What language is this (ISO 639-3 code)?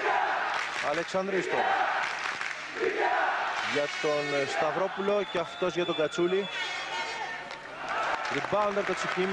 ell